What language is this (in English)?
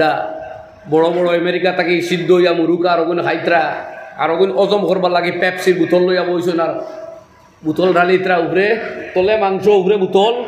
Sylheti